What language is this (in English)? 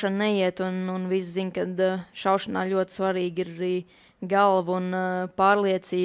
Latvian